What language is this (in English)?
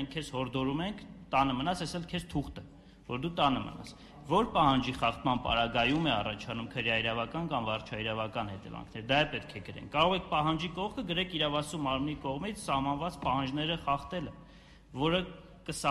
Armenian